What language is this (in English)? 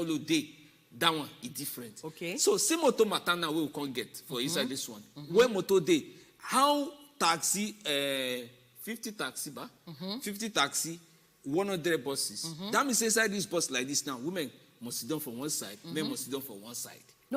Nigerian Pidgin